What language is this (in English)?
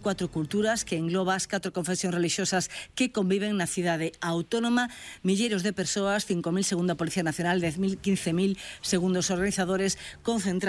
Galician